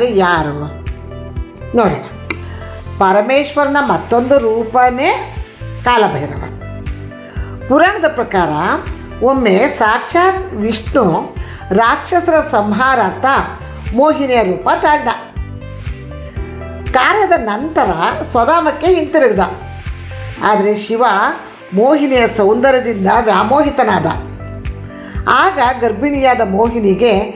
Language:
Kannada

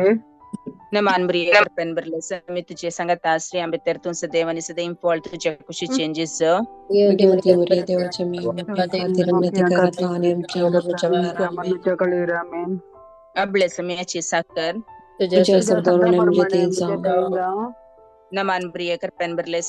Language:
Konkani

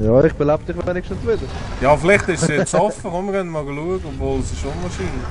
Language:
Swiss German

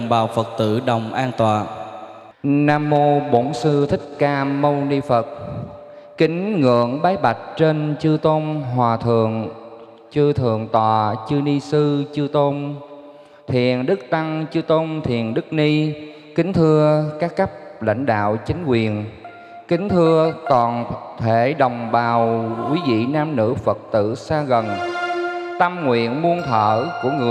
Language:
Vietnamese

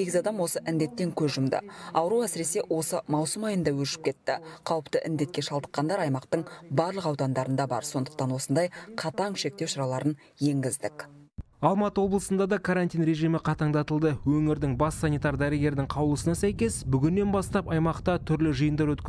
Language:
Kazakh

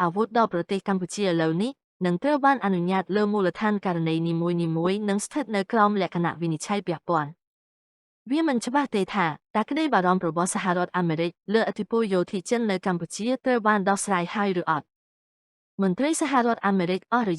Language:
Khmer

